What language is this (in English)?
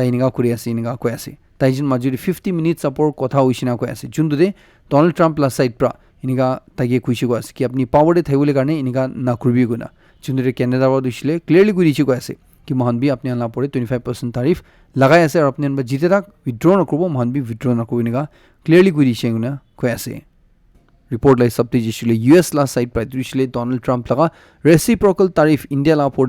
Naga Pidgin